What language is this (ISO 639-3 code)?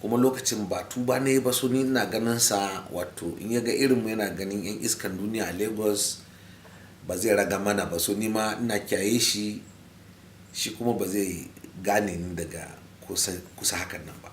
hau